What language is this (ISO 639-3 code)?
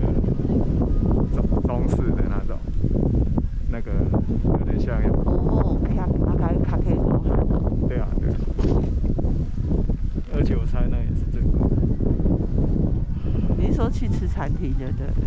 zho